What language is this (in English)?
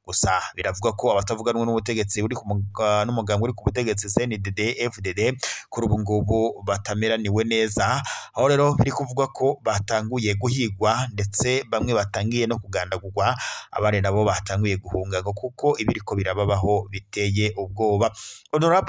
Rundi